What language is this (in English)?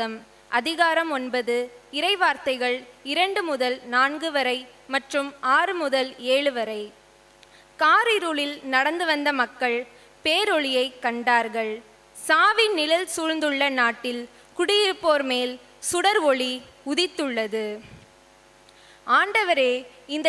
Tamil